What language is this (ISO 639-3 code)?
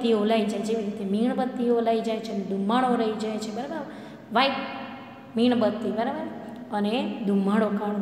guj